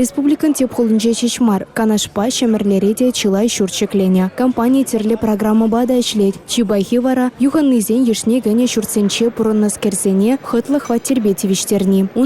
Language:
Chuvash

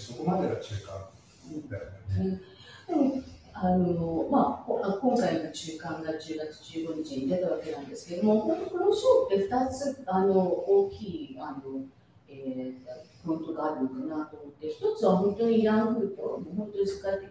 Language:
Japanese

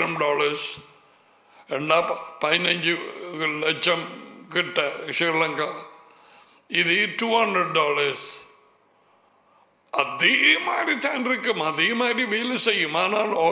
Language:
Tamil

